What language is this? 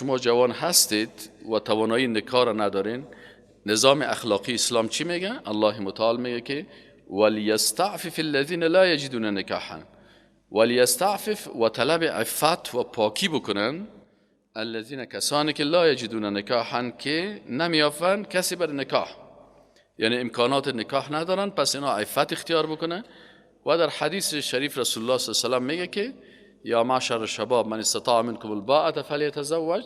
Persian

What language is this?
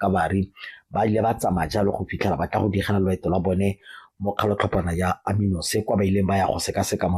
Tswana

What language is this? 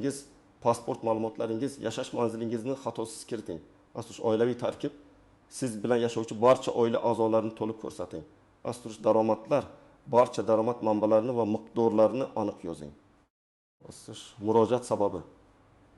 Uzbek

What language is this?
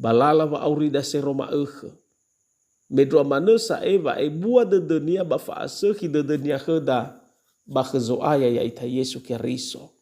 Nias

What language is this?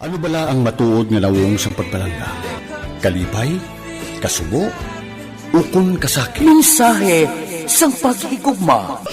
Hiligaynon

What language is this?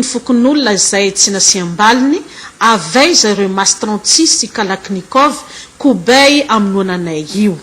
Malagasy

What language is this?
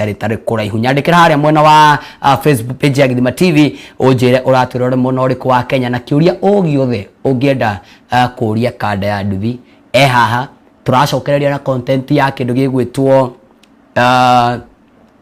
Kikuyu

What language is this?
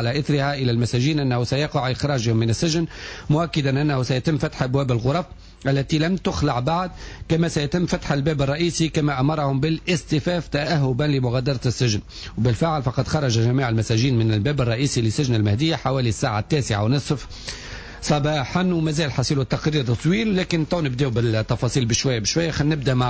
Tunisian Arabic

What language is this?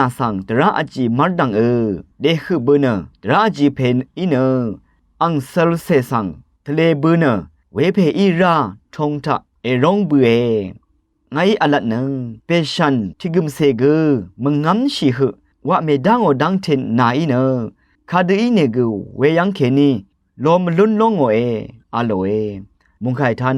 Rawang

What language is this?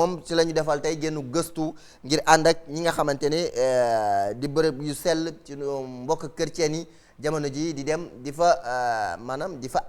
Wolof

